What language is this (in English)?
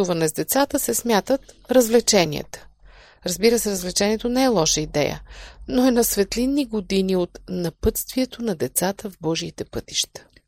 Bulgarian